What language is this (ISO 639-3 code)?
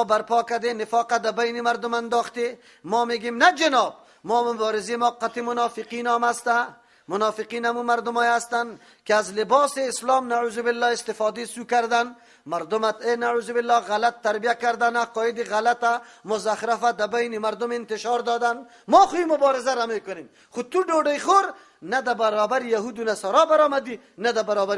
fas